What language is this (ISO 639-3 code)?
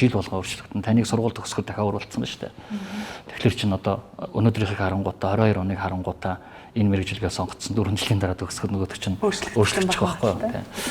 mon